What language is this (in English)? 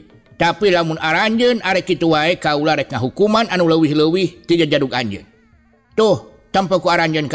Sundanese